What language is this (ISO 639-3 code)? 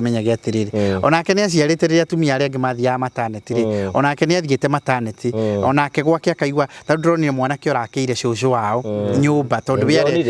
kik